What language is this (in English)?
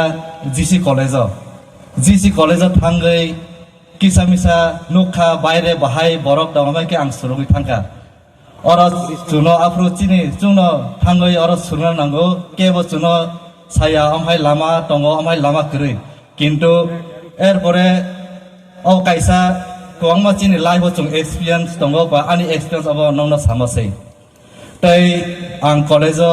Riang (India)